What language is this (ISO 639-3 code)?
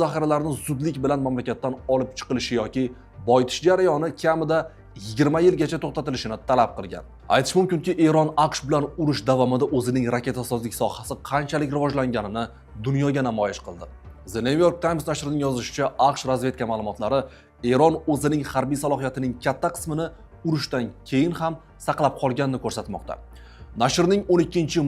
uzb